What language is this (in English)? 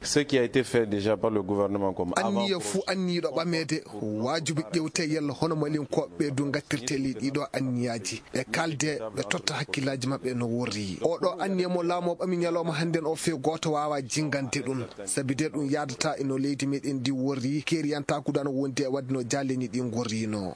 Maasina Fulfulde